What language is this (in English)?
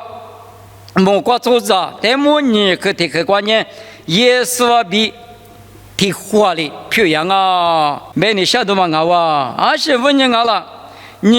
Lisu